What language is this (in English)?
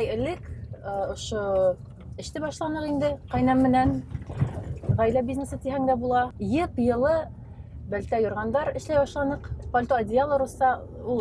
Bashkir